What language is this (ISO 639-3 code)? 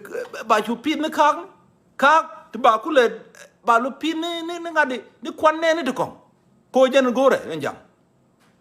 nus